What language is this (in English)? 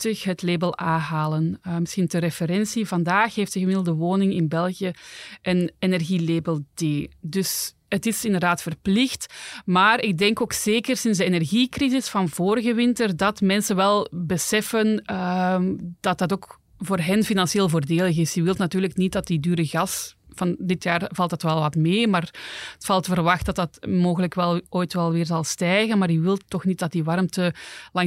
Dutch